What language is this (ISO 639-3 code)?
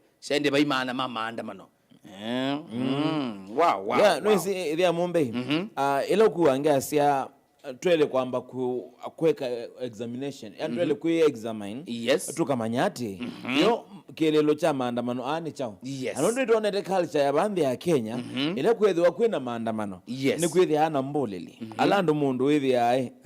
kam